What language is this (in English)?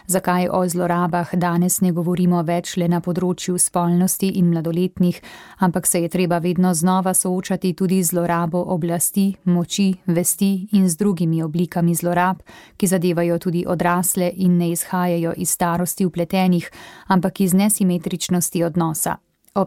Slovenian